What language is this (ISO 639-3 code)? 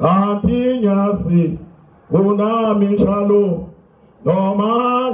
zul